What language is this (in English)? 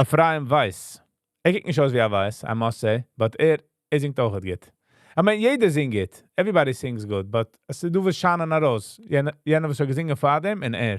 Yiddish